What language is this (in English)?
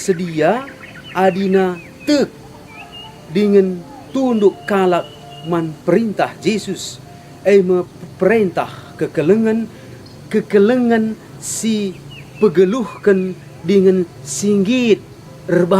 Batak Karo